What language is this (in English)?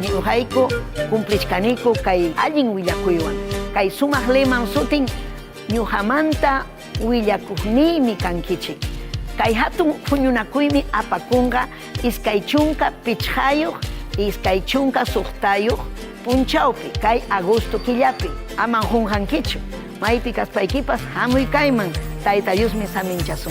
Ayacucho Quechua